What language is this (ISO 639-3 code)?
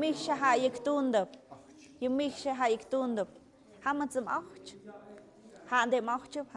mxp